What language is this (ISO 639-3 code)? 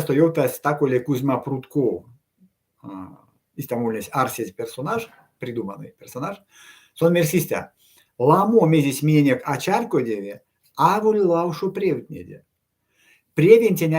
myv